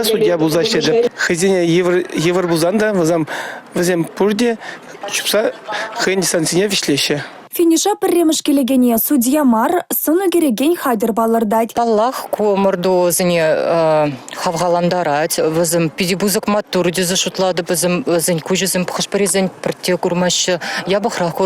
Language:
Chuvash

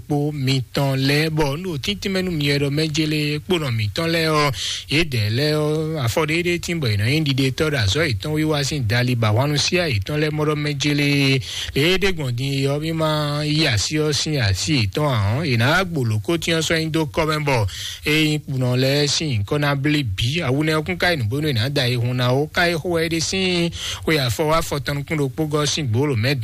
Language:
Fon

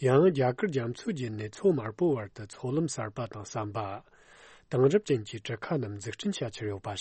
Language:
Tibetan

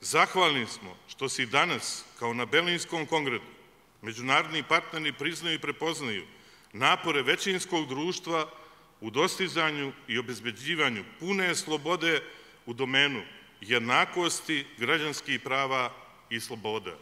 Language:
Serbian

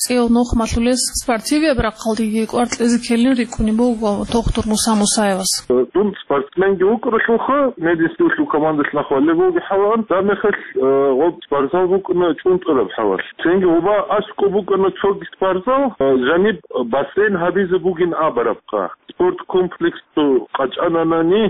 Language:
Avaric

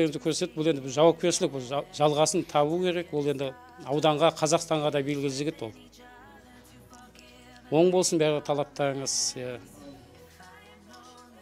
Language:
Kazakh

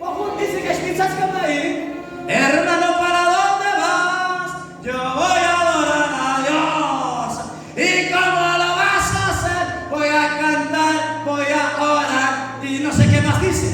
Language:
Kekchí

